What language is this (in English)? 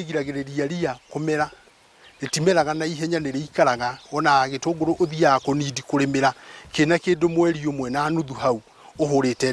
Kikuyu